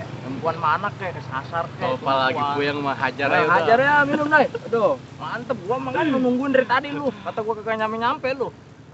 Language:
Betawi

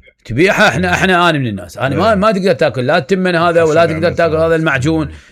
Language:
Mesopotamian Arabic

